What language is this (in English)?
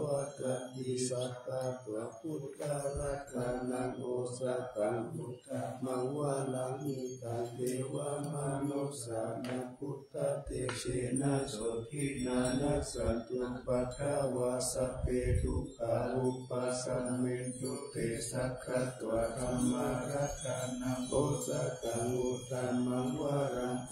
Pali